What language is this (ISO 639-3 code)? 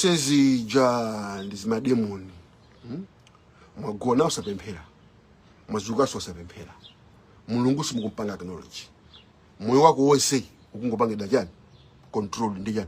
nya